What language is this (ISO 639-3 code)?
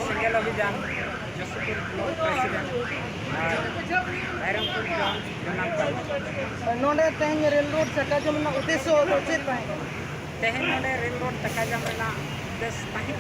sat